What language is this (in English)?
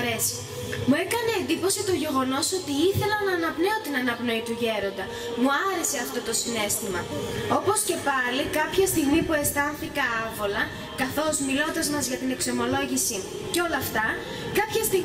Greek